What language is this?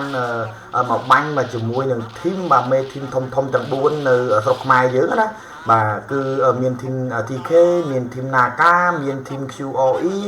Khmer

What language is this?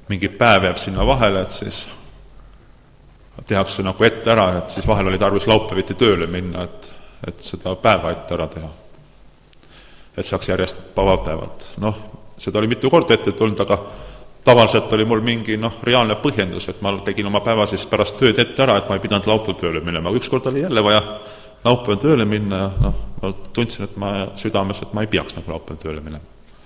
Estonian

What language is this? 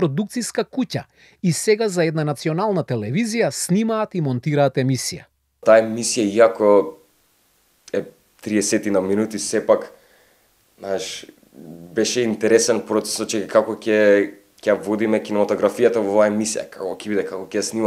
Macedonian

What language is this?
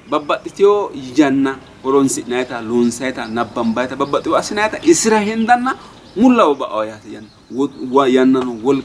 Sidamo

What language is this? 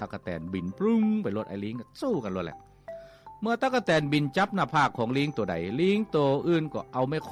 Lao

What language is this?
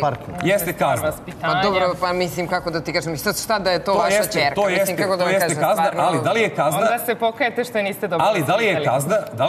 Serbian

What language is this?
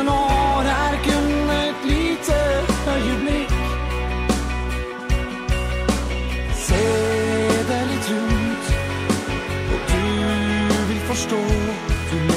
Swedish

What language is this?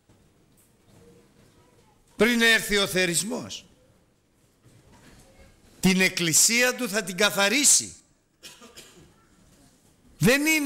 Greek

